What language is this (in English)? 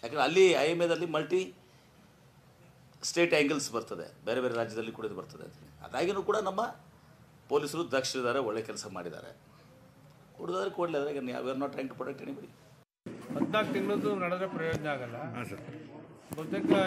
Kannada